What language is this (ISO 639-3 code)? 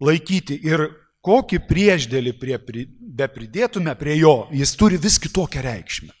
lit